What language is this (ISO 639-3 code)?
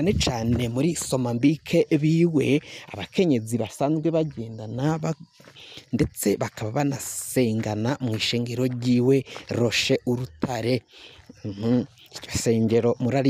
run